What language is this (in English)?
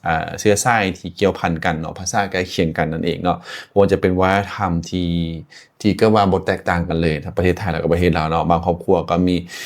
Lao